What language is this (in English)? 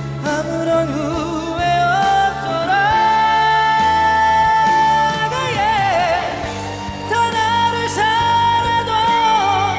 Korean